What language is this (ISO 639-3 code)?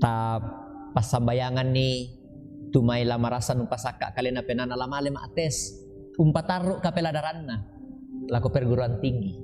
sda